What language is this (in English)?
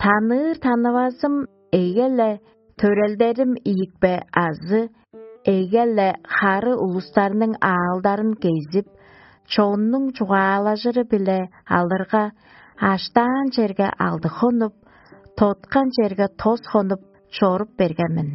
Tuvinian